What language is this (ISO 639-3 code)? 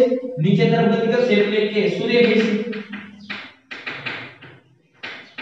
guj